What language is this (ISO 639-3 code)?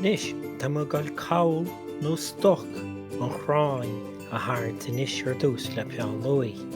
gle